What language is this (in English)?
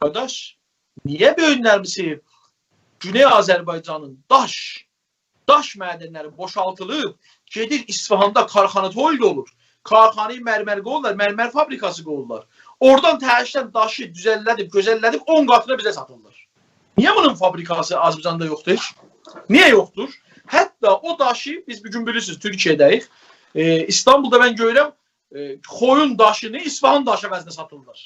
South Azerbaijani